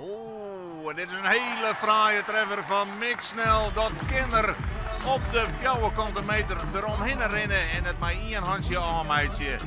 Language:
Western Frisian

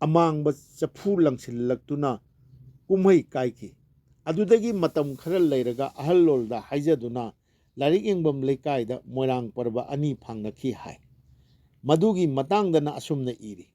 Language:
Manipuri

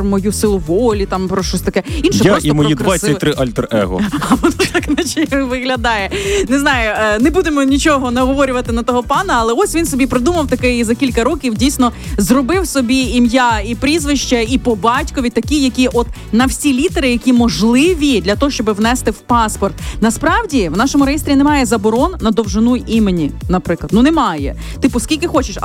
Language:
Ukrainian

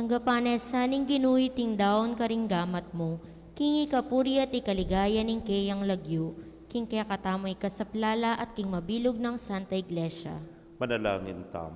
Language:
Pampanga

